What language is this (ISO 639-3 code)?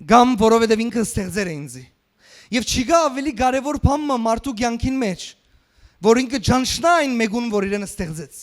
hyw